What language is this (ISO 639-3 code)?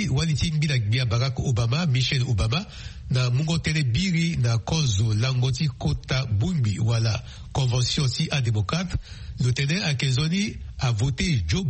sag